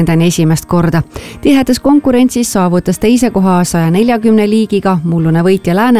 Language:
Estonian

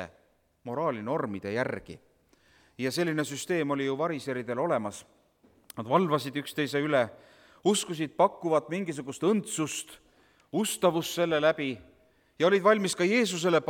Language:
Estonian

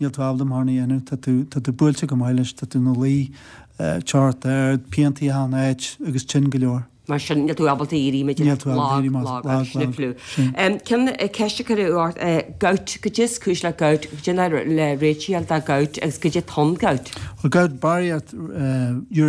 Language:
Irish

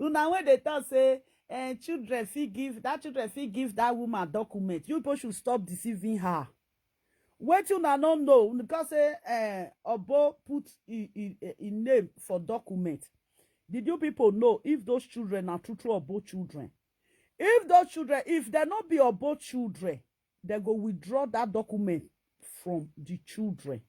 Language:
Nigerian Pidgin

